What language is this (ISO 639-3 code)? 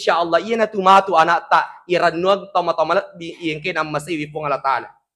bug